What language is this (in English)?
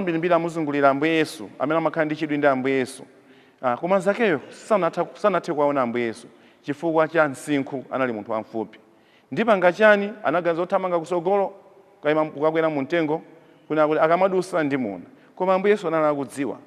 Nyanja